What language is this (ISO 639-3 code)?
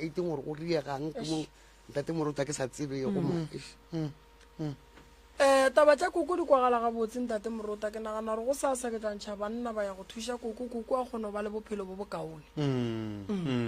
nso